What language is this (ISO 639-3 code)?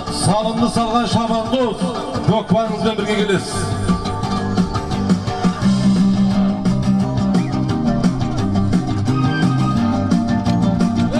kaz